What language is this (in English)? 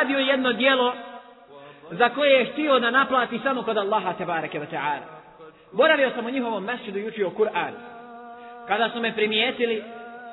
Bosnian